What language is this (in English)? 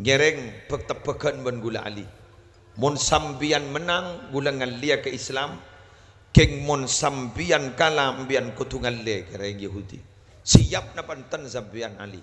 Madurese